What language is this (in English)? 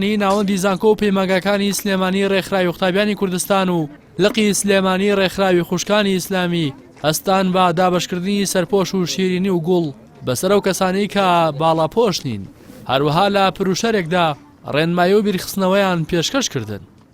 Central Kurdish